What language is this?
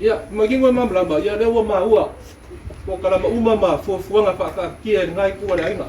Samoan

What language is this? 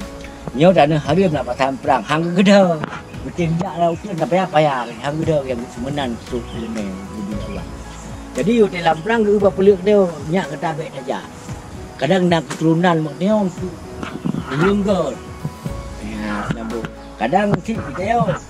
Achinese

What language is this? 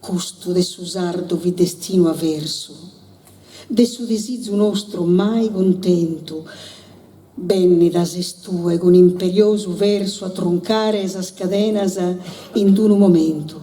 Sardinian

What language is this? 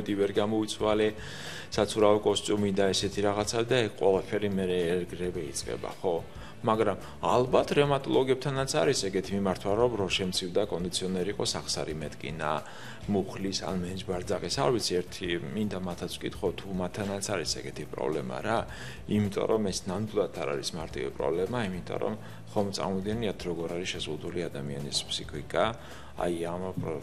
Georgian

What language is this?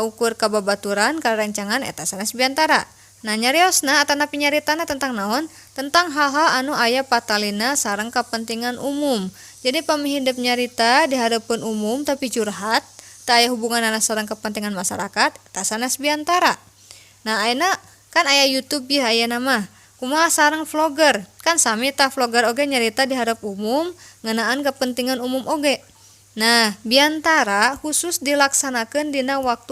Sundanese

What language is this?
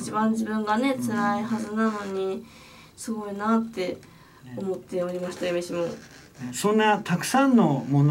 Japanese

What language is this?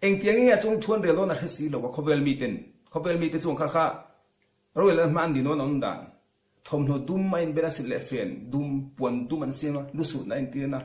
Mizo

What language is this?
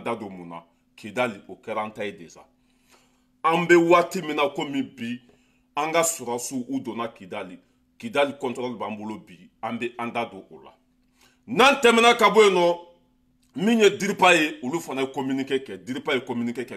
Bambara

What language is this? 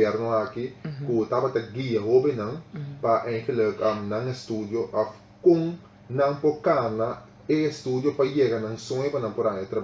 Papiamento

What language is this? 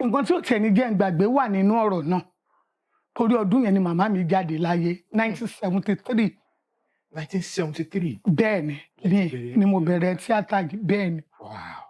Yoruba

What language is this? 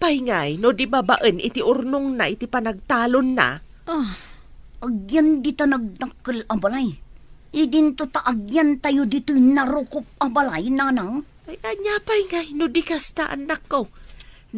Iloko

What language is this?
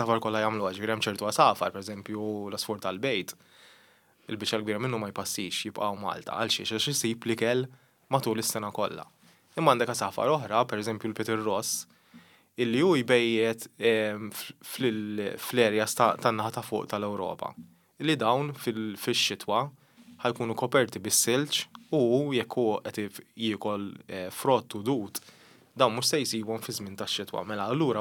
Maltese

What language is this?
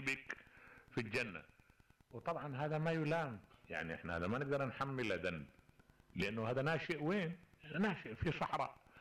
Mesopotamian Arabic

